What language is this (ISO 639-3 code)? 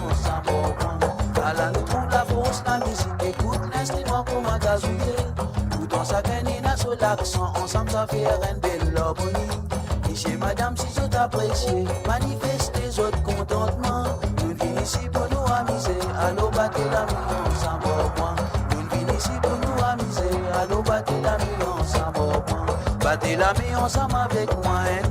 mfe